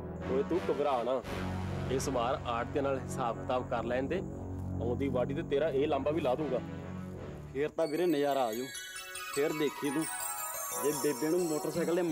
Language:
Punjabi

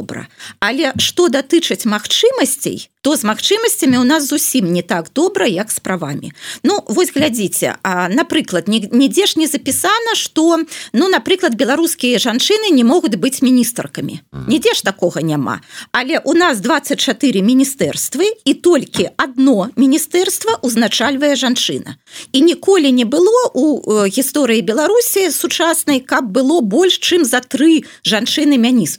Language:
Belarusian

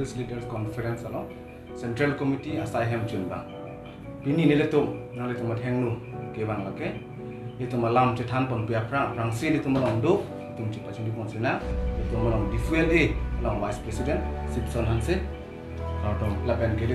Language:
Karbi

